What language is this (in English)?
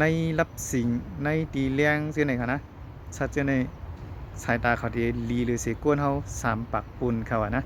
Shan